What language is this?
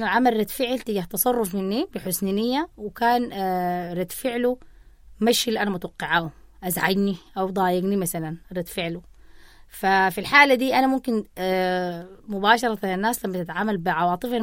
Sudanese Arabic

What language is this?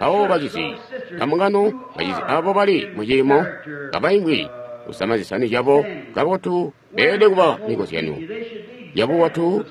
Tonga (Zambia)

